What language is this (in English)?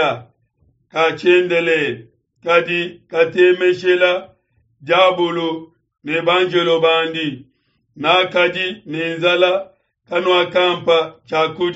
Luba-Lulua